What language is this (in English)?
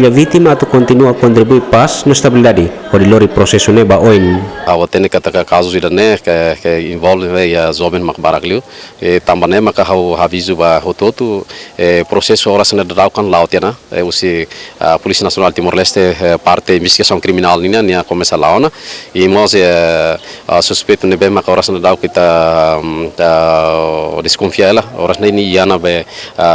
Tetum